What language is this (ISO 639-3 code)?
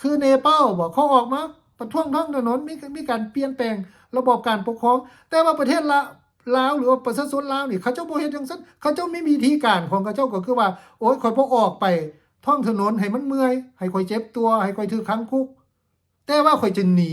lao